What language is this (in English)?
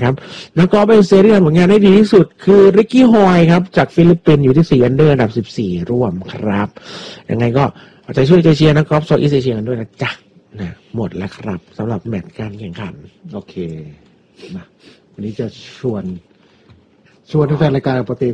Thai